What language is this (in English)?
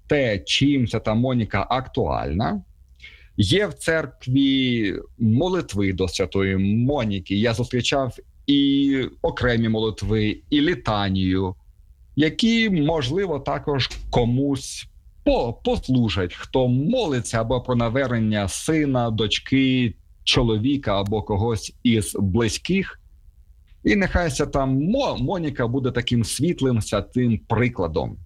Ukrainian